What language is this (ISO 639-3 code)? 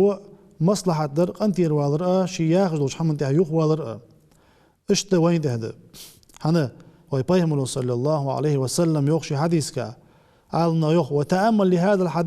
inh